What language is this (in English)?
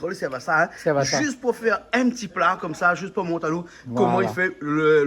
Réunion Creole French